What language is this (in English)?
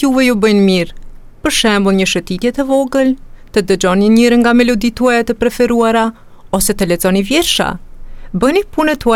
Albanian